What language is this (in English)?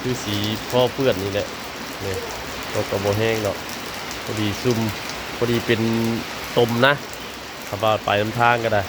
Northeastern Thai